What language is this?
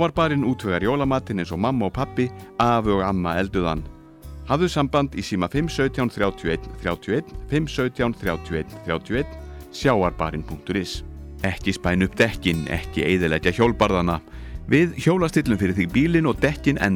Icelandic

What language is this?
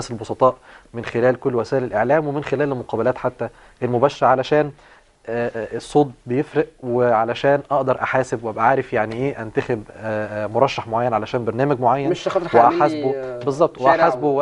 Egyptian Arabic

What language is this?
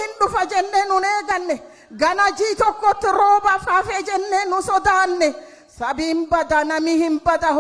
Oromo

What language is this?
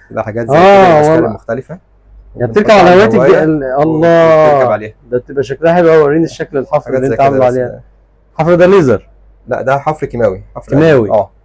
Egyptian Arabic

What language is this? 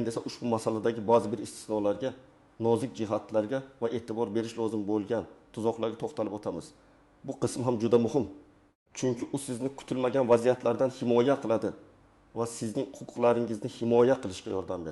Uzbek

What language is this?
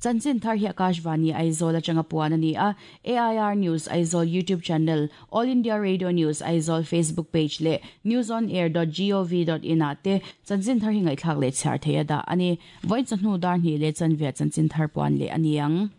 Mizo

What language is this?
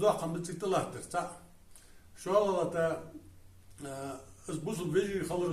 Ingush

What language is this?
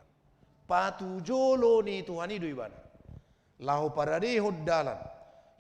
Batak Toba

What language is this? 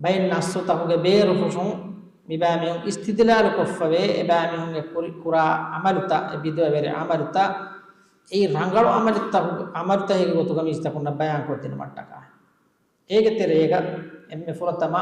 Divehi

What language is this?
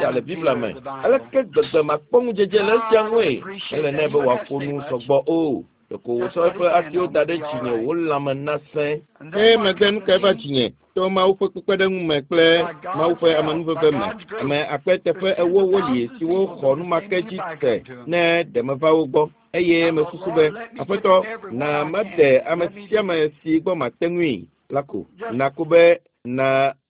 Ewe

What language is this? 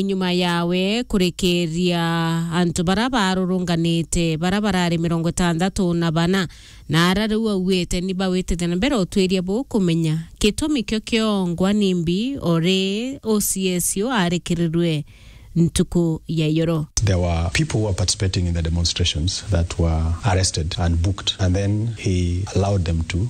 Meru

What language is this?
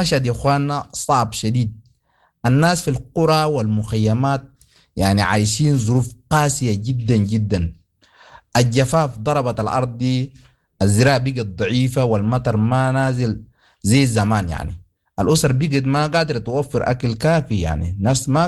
Sudanese Arabic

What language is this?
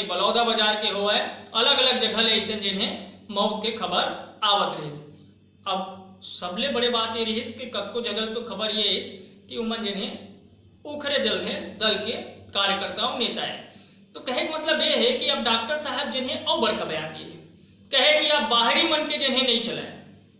Chhattisgarhi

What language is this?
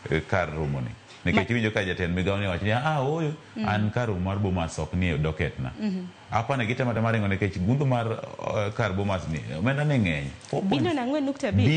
Luo (Kenya and Tanzania)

